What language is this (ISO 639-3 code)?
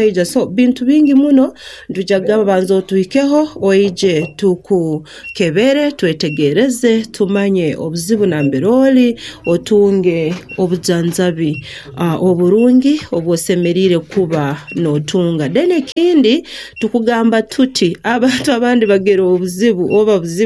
nyn